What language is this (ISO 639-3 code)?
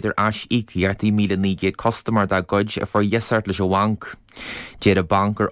gle